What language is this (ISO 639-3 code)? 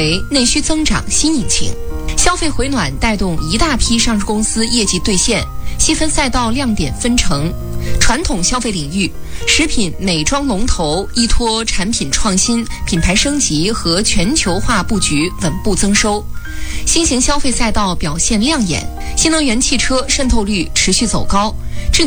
zho